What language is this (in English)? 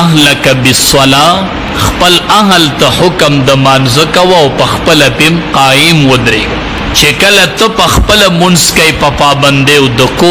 Pashto